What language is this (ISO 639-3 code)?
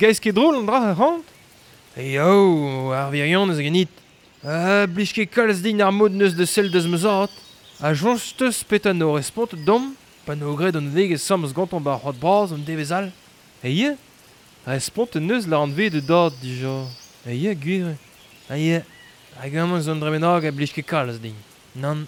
bre